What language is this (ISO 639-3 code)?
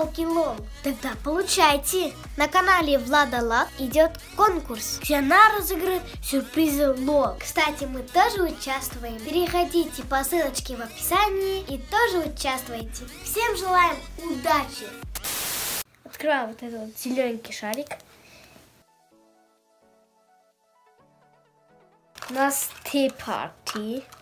rus